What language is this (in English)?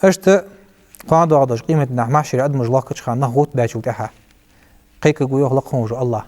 Ingush